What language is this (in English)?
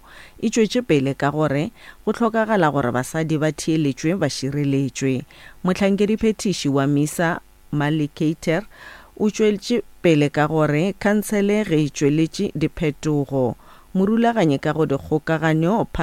Northern Sotho